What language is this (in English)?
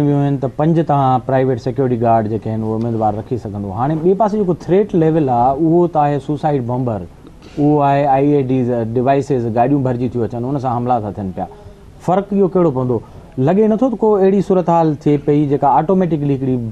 Sindhi